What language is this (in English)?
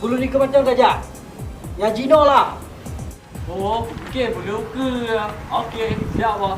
Achinese